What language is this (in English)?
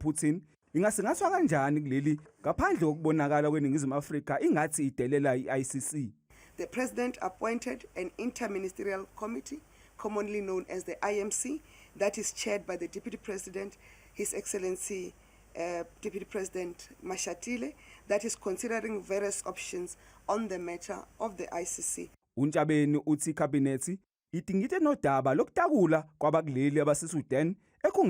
Zulu